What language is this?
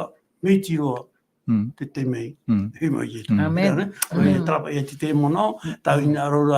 Tahitian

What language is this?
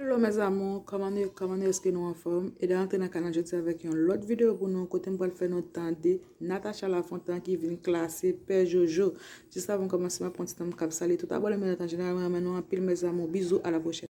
Haitian Creole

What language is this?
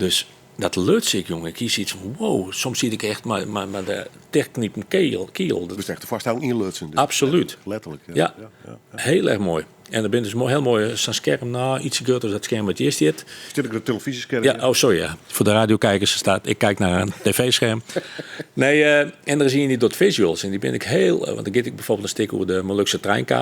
Western Frisian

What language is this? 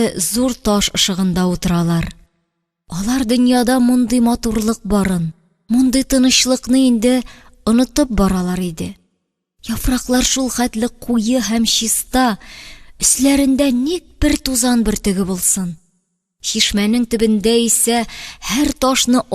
Tatar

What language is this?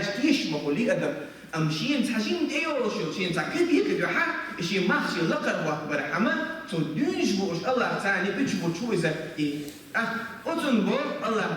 Chechen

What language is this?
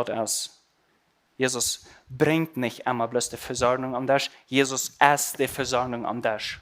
Plautdietsch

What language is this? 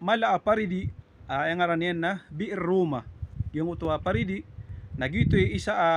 Maranao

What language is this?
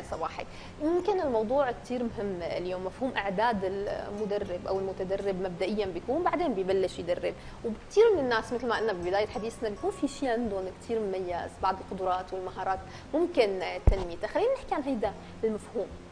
North Levantine Arabic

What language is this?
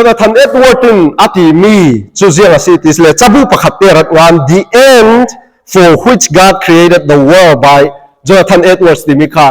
Falam Chin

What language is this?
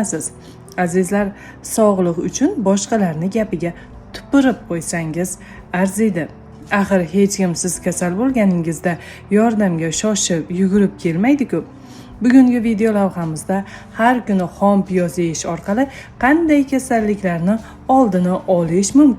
Uzbek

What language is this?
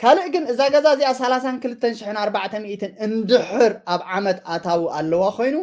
Tigrinya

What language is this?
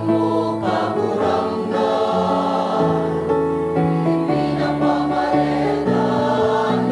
Bikol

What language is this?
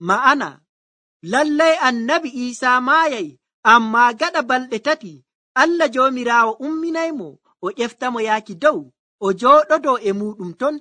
Nigerian Fulfulde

